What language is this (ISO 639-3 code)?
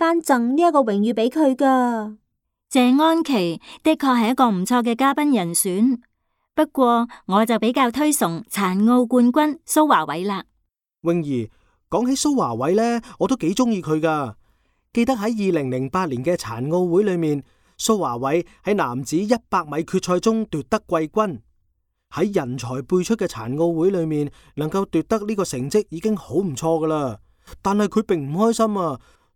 yue